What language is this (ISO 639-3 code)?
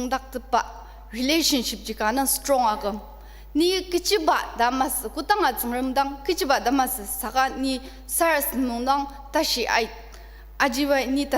njo